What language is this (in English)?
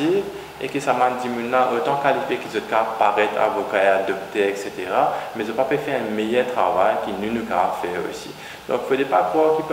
Morisyen